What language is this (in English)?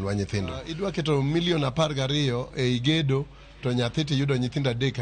Luo (Kenya and Tanzania)